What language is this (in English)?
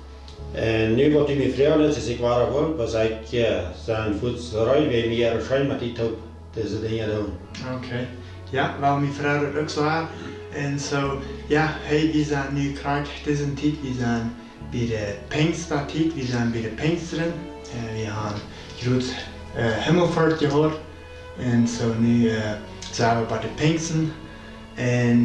Plautdietsch